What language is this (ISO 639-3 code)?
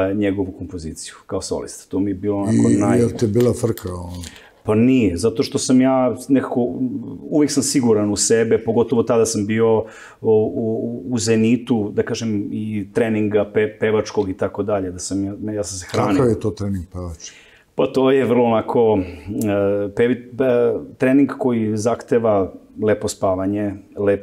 srp